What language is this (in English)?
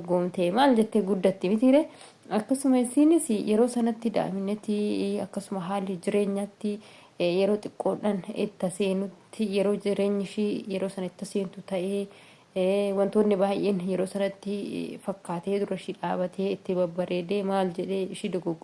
Oromo